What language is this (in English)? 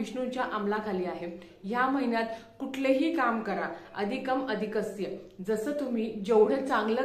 Marathi